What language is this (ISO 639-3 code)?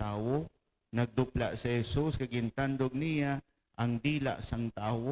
hil